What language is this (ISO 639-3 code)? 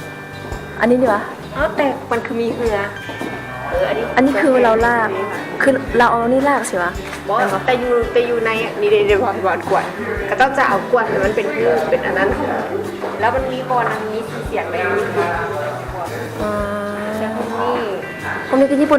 lao